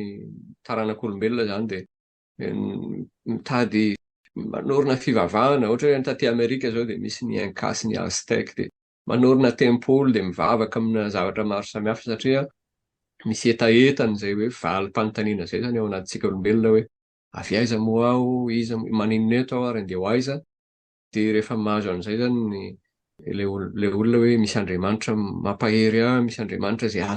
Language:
Malagasy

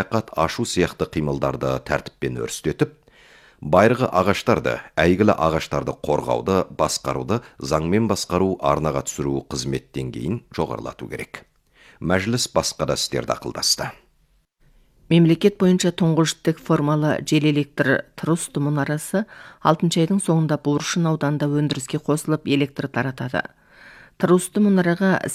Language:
Kazakh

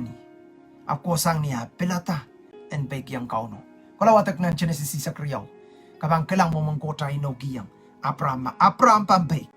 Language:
Pohnpeian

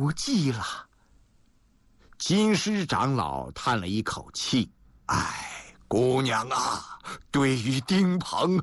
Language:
Chinese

